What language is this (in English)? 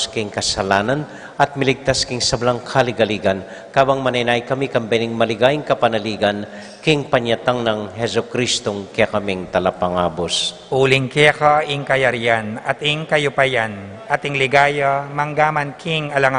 Pampanga